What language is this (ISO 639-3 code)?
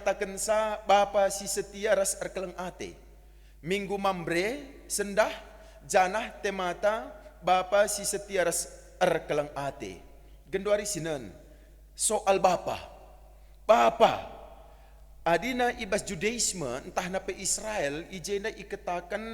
btx